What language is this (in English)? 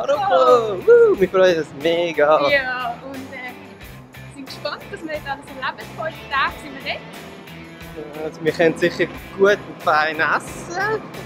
Swiss German